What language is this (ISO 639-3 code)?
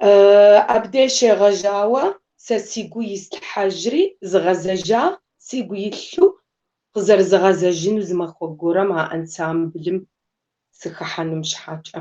kbd